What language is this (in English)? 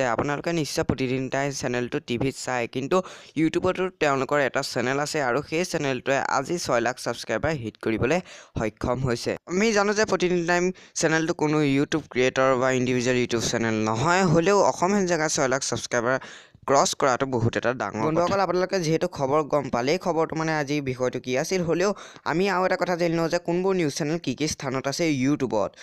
Assamese